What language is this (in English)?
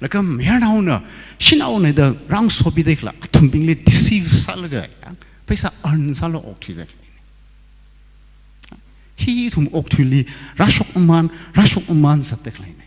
Tangkhul Naga (India)